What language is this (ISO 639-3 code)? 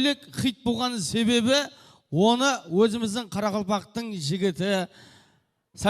kaa